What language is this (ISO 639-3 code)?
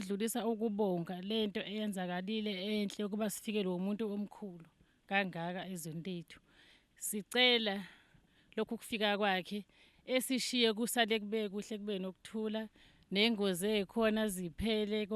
zul